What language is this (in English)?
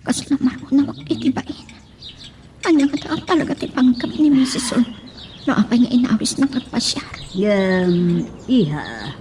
Iloko